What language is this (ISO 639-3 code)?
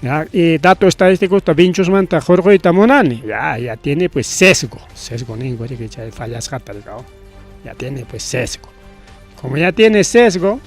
quy